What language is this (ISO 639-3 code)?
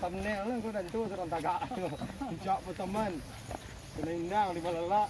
min